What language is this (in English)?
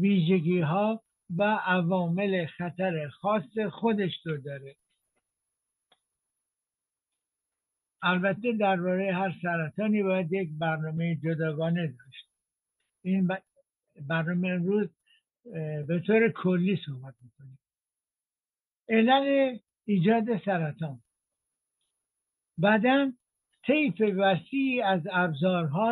Persian